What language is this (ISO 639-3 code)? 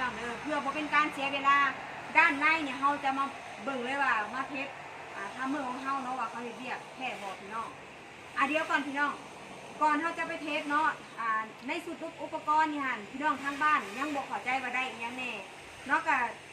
tts